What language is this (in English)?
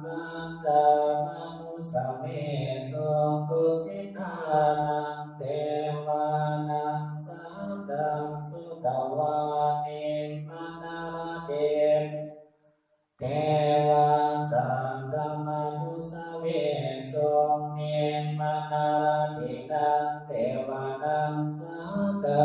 Pali